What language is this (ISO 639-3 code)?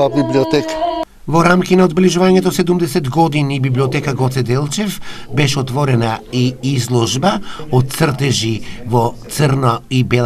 mkd